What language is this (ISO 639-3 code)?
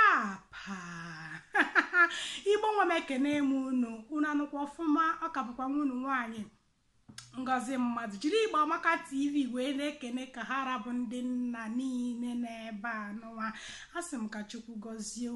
ibo